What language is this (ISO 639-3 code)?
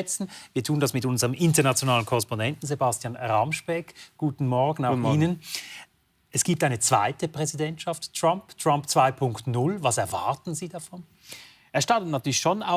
gsw